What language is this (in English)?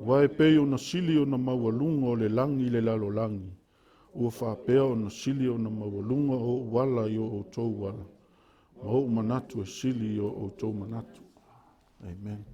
Samoan